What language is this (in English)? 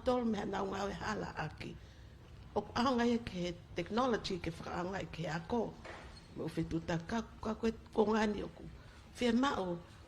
Tongan